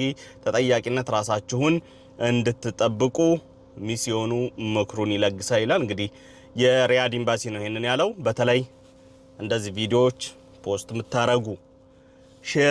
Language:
Amharic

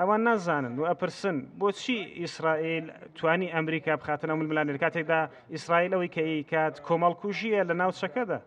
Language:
Central Kurdish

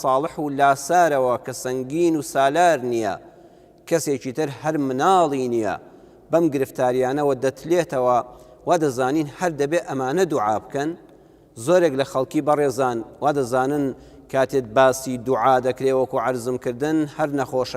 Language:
Central Kurdish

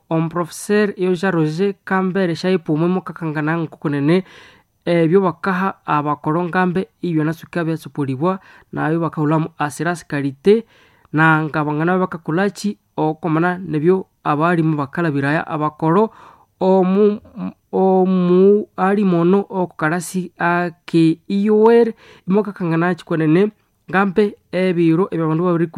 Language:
Nande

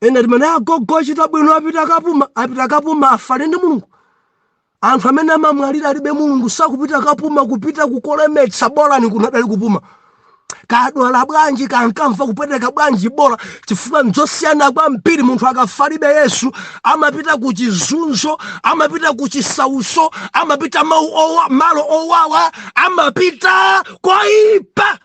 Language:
Nyanja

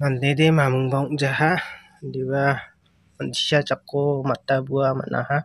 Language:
Garo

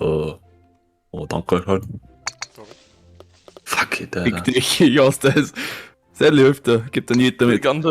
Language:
Bavarian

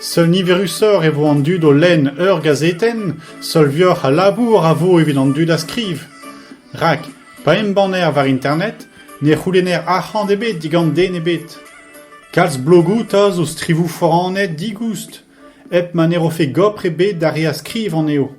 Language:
Breton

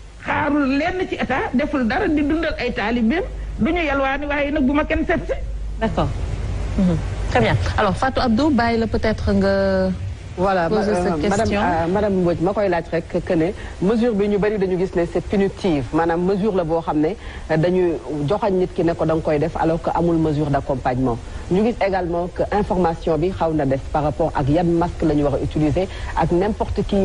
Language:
Wolof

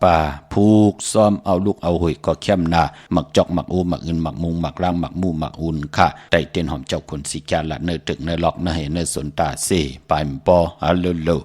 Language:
Shan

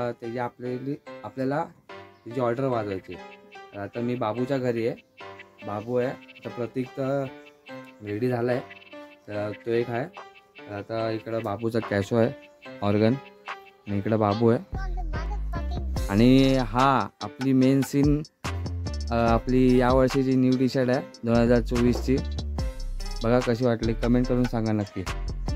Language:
Marathi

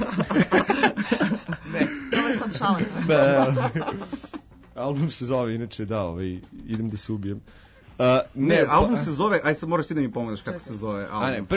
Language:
Serbian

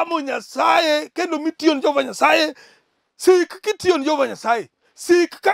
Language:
Luo (Kenya and Tanzania)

